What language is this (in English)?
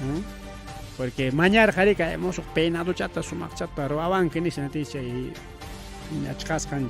Ayacucho Quechua